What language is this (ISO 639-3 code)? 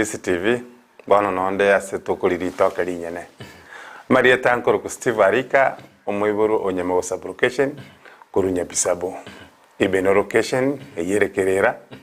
guz